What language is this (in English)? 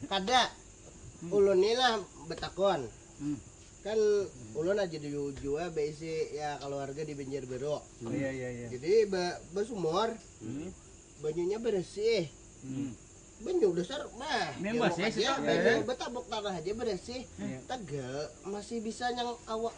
Banjar